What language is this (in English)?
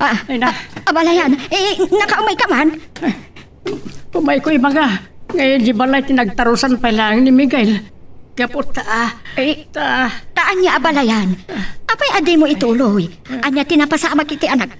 Iloko